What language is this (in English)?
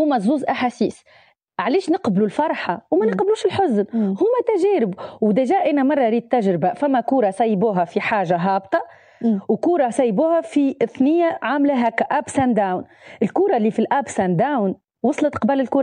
Tunisian Arabic